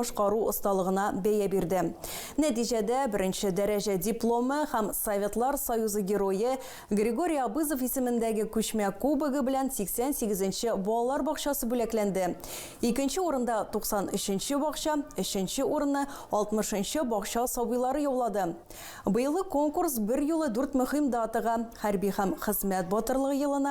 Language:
Tatar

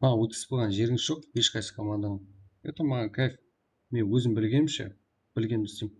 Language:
Kara-Kalpak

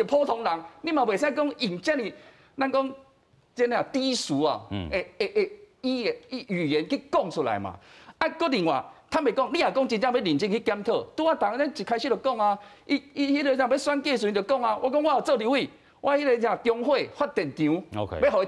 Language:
Min Nan Chinese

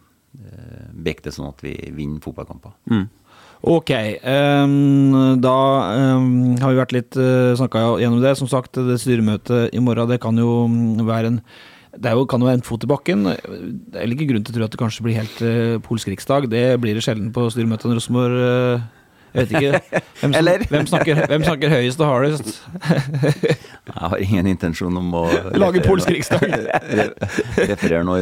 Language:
Norwegian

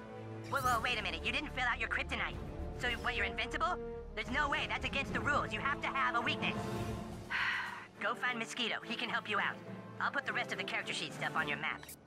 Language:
English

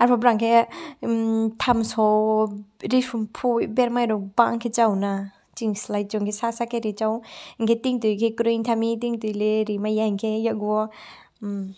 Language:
Riang (India)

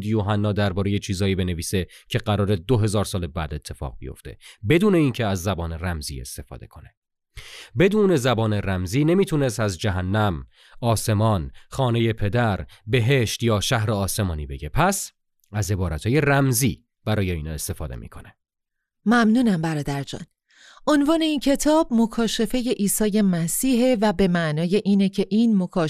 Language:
Persian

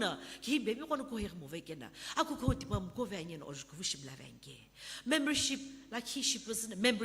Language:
Sumi Naga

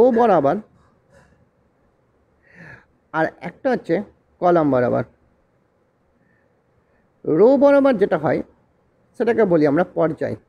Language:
Bangla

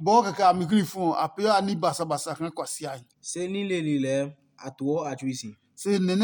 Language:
Adangme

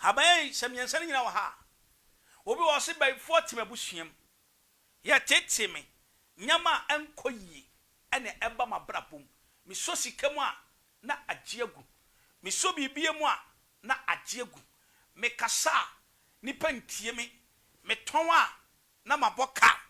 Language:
Akan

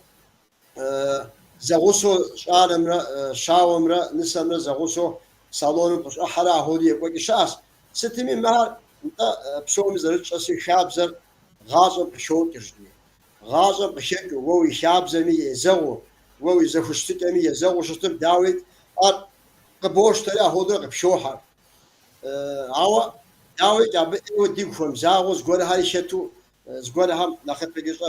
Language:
Kabardian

